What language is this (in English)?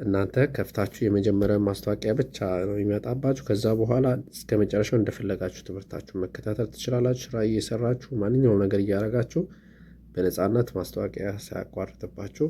Amharic